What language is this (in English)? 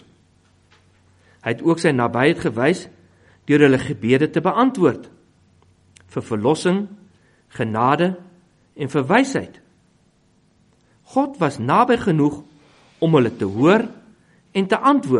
Afrikaans